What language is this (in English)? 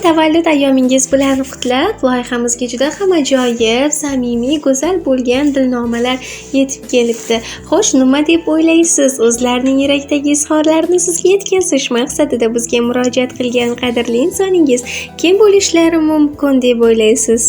Uzbek